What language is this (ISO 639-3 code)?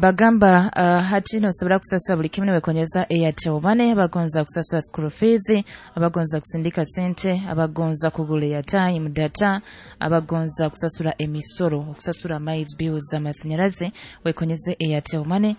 nyo